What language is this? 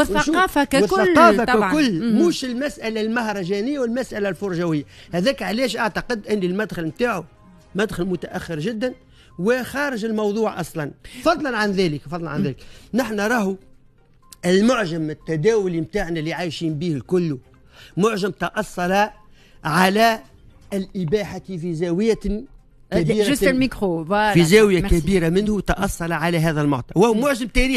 Tunisian Arabic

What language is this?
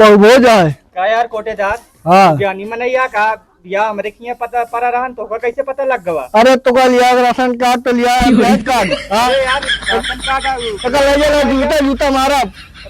Awadhi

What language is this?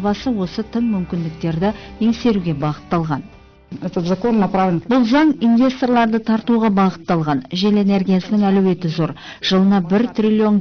Kazakh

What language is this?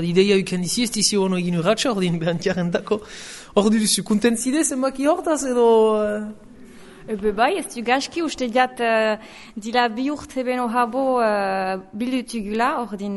Basque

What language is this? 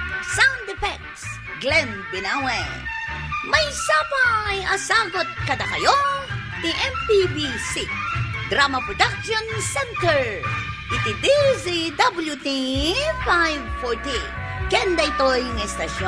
Iloko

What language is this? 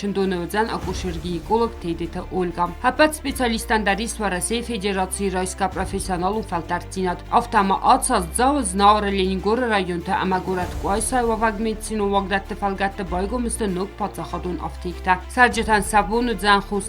Ossetic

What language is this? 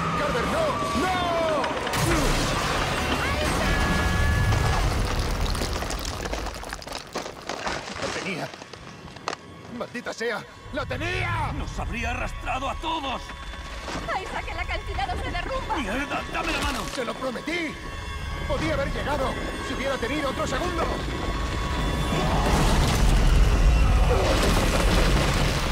Spanish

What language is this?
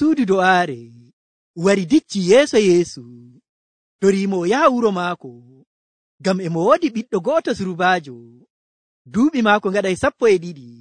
Nigerian Fulfulde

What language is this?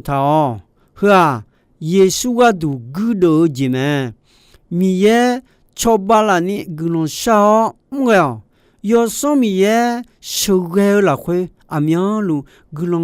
Akha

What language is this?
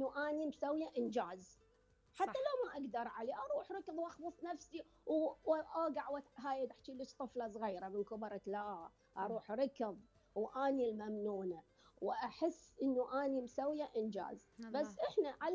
Mesopotamian Arabic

